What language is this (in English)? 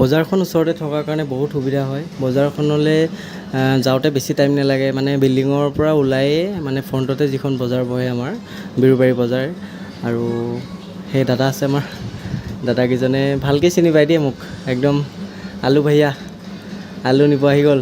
Assamese